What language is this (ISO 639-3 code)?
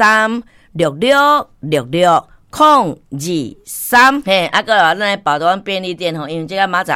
nan